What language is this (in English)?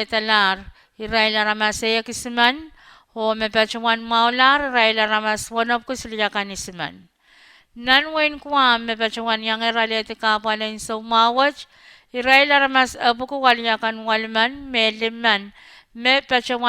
Pohnpeian